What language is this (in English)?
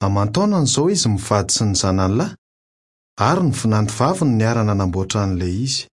Malagasy